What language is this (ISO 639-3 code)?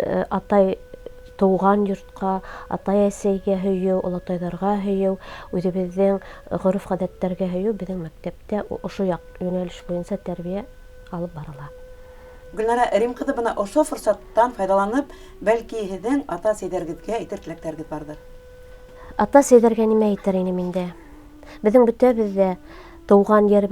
bak